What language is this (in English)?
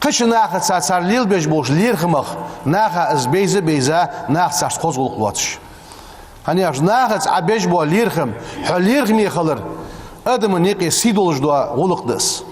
Ingush